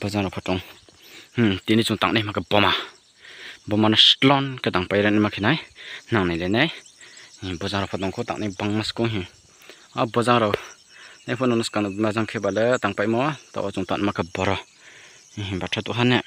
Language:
Riang (India)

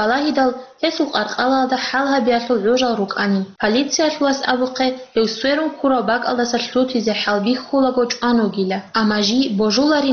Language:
Avaric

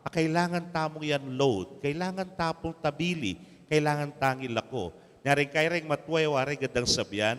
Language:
Pampanga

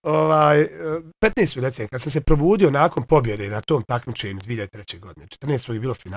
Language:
Bosnian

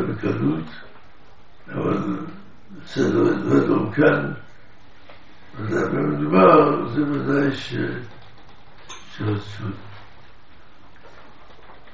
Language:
Hebrew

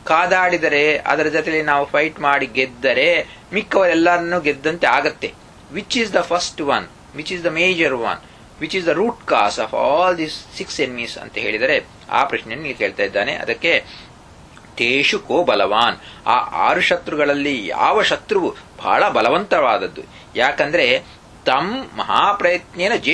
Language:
Kannada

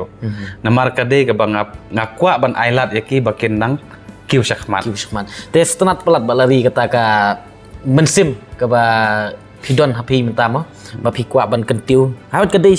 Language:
Khasi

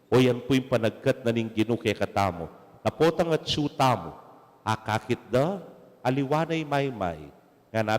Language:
Pampanga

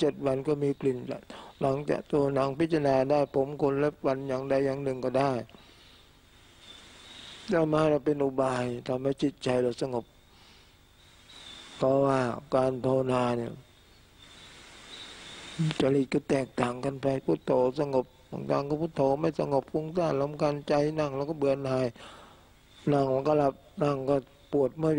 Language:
Thai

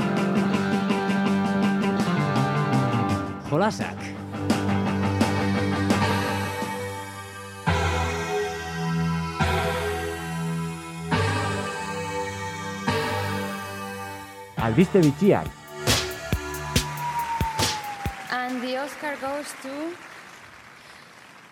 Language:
Basque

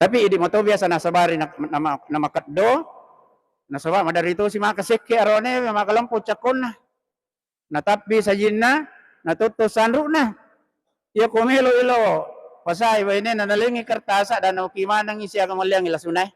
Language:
Buginese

